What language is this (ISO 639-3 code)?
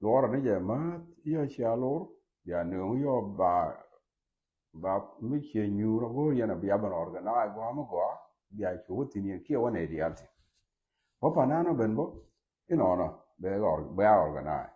nus